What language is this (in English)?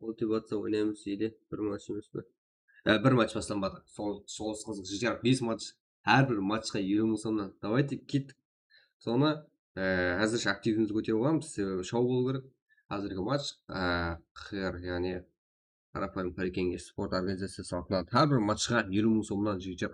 Kara-Kalpak